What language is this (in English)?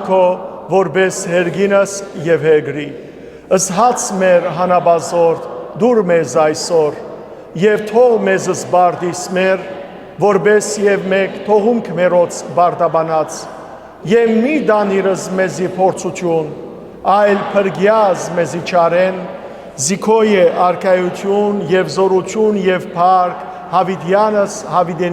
Western Armenian